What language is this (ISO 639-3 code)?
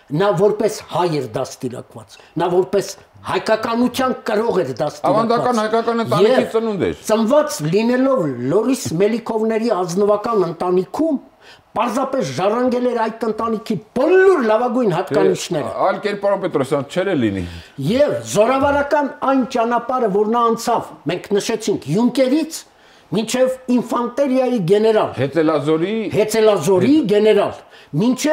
hye